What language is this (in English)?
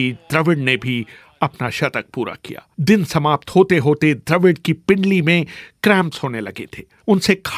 Hindi